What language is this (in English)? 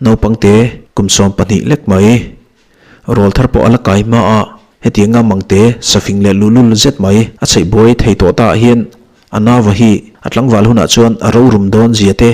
Mizo